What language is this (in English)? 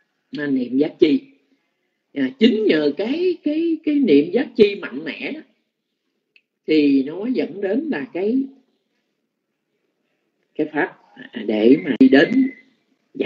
Vietnamese